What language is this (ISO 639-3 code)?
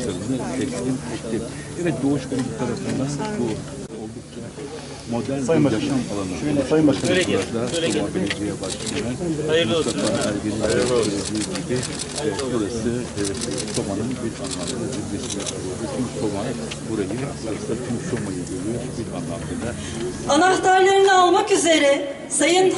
tur